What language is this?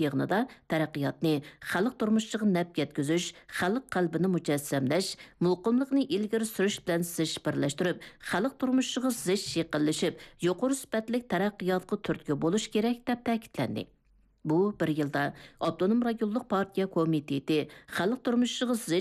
Uyghur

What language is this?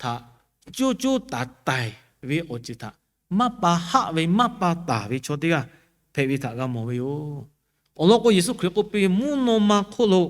Lahu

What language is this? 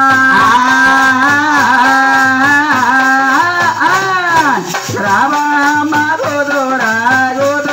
Telugu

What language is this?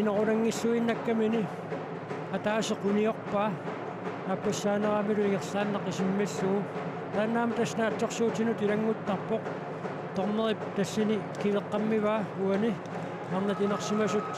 Kalaallisut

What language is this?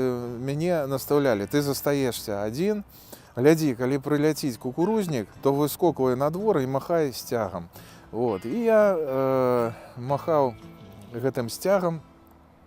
Belarusian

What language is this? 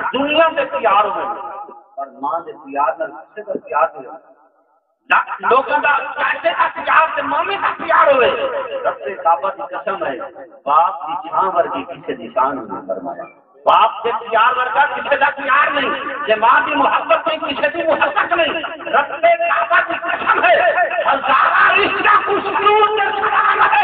Saraiki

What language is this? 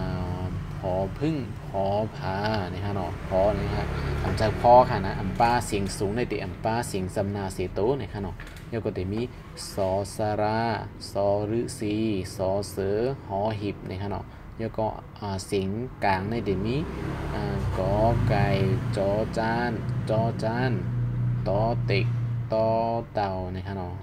Shan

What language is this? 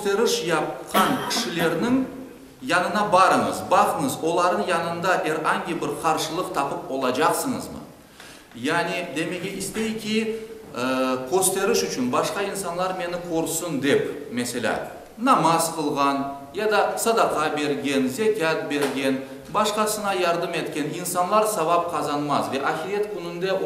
Crimean Tatar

